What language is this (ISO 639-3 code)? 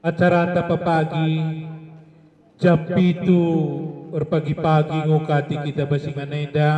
btx